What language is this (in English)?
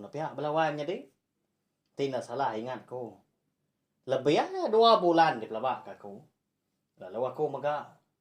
Iban